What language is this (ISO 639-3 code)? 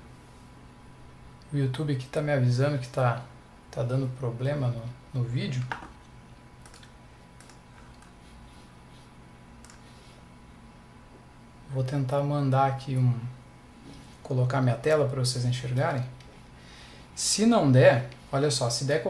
por